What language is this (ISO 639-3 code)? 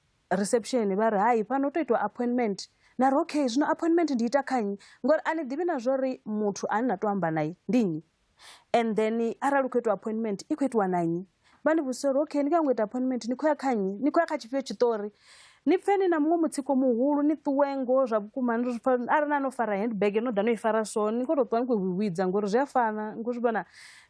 ven